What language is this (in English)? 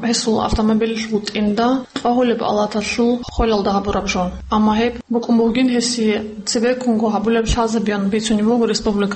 Avaric